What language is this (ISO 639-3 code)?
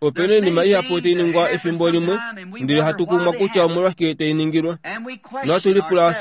kua